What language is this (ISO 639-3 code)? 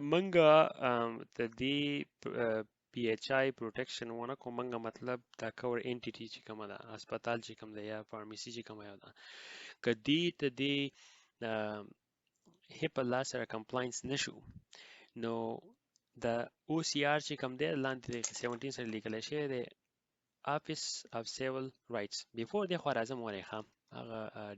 pus